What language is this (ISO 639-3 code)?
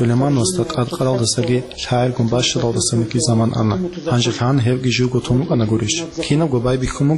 ava